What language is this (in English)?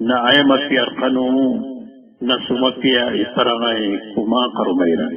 Maranao